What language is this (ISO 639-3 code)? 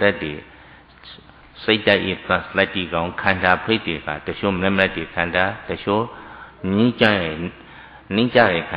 mya